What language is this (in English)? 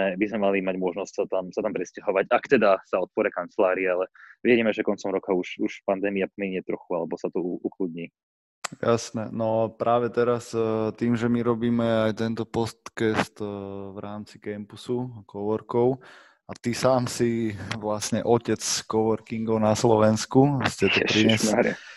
Slovak